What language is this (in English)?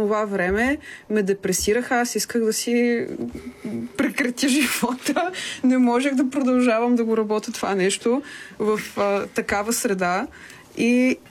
Bulgarian